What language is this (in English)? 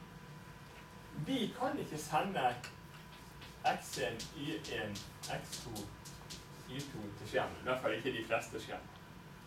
Norwegian